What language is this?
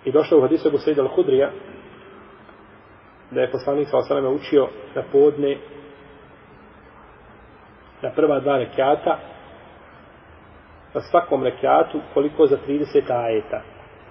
Bosnian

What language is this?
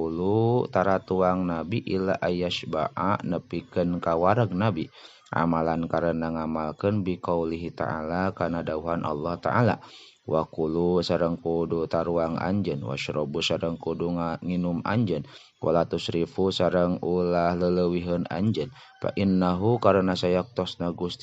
Sundanese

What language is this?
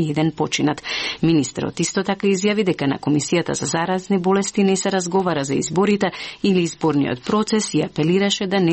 Macedonian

